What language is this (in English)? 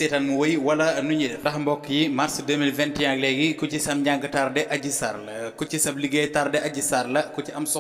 Wolof